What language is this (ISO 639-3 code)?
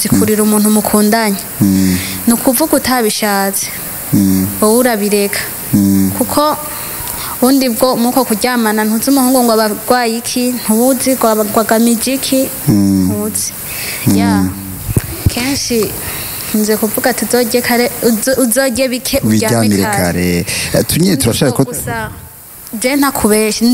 run